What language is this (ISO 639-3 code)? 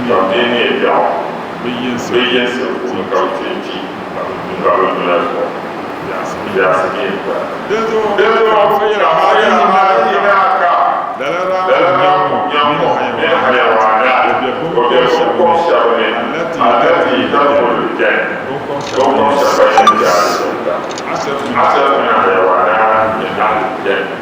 dag